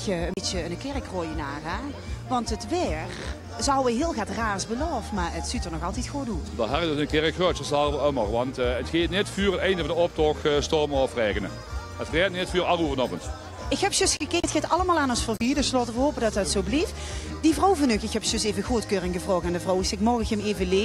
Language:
Limburgish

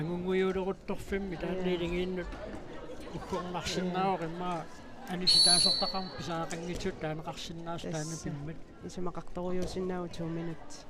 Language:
Kalaallisut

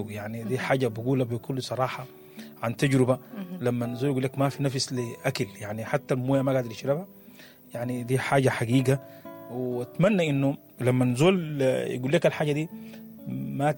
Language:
Sudanese Arabic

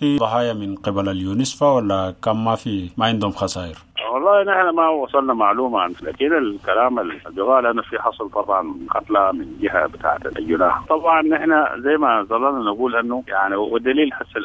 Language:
Sudanese Arabic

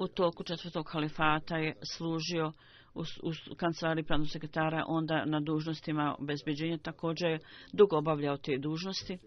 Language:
Bosnian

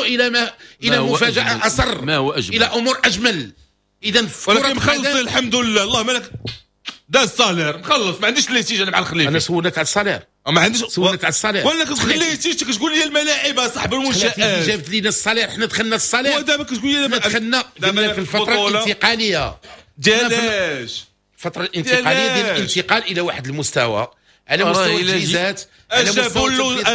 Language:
Moroccan Arabic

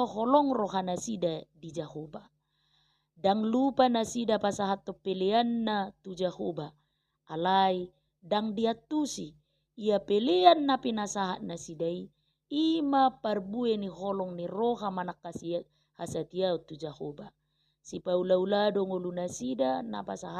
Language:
Batak Toba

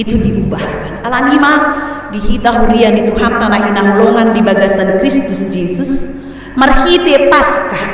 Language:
Batak Toba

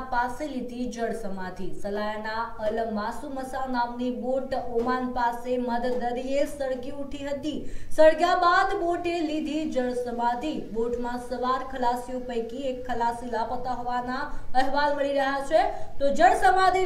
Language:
Gujarati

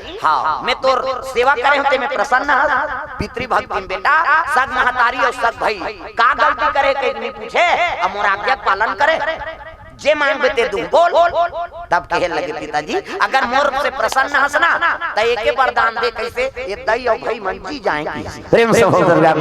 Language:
Chhattisgarhi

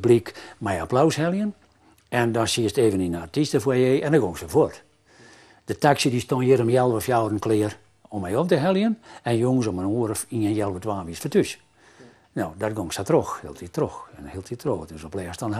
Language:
Western Frisian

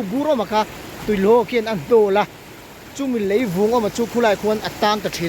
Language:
Mizo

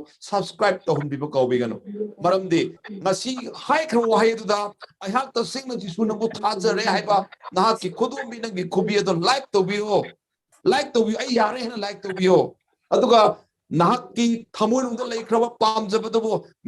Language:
Manipuri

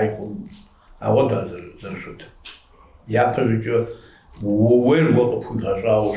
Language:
Kabardian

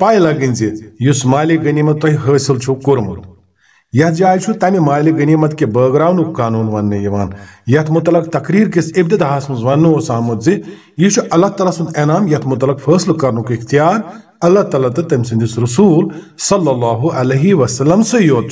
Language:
Kashmiri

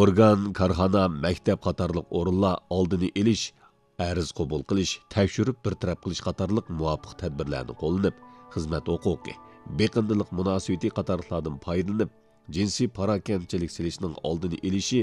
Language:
Uyghur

